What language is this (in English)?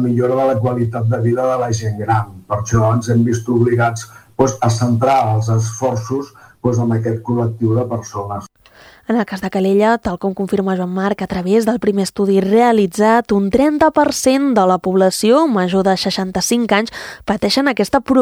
Catalan